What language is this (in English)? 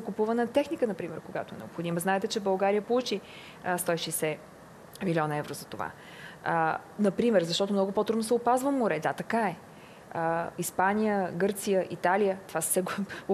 Bulgarian